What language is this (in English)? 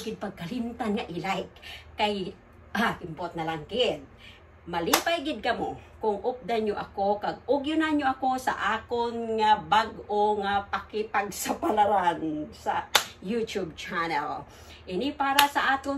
Hiligaynon